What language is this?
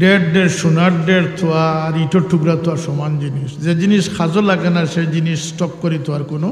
Sylheti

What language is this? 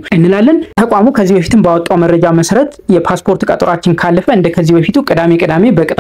Amharic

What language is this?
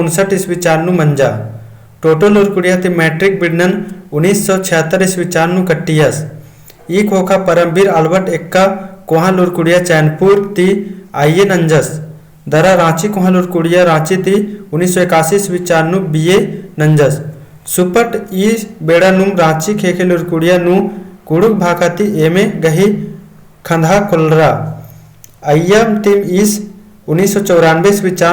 Kurukh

